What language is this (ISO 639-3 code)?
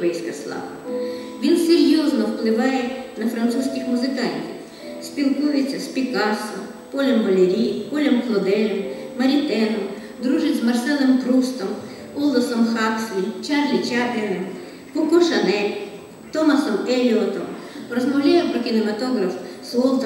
ukr